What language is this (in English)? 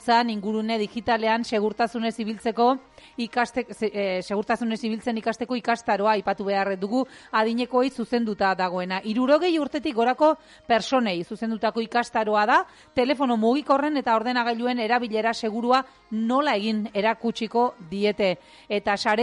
Basque